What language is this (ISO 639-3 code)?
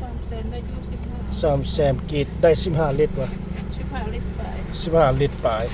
lao